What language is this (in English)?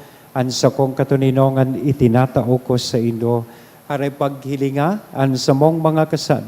Bikol